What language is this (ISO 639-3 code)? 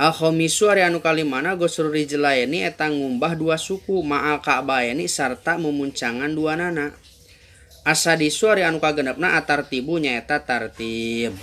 sun